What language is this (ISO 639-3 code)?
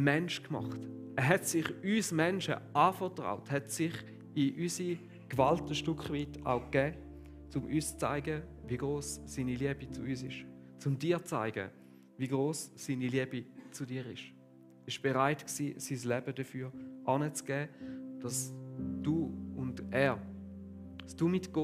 gsw